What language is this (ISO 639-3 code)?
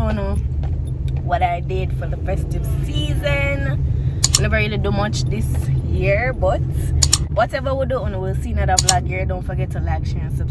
jam